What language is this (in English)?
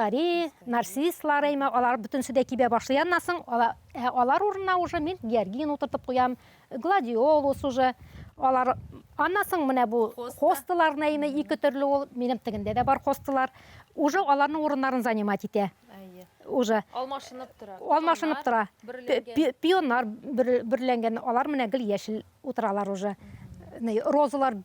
Tatar